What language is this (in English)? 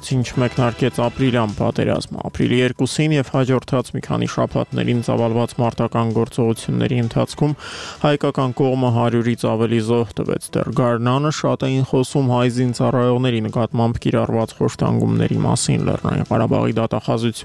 Armenian